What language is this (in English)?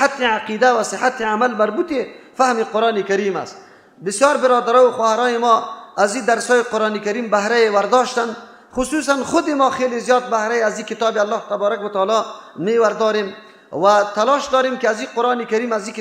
Persian